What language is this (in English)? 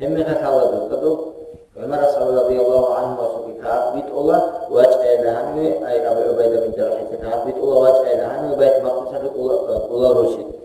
Avaric